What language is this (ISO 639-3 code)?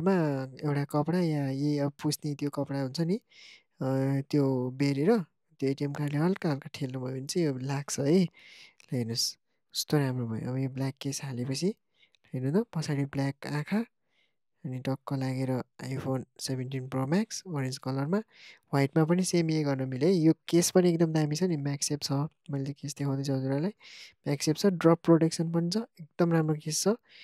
nep